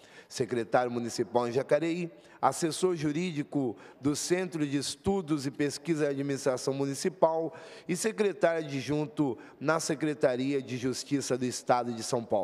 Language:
Portuguese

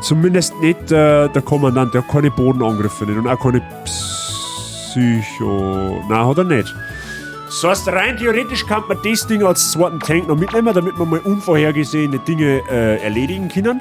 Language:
Bavarian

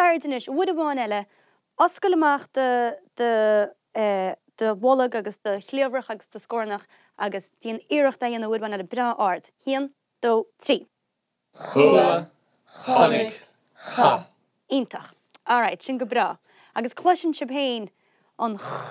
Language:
Irish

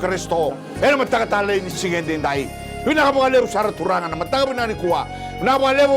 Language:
Fijian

